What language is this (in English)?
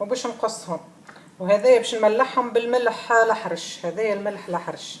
Tunisian Arabic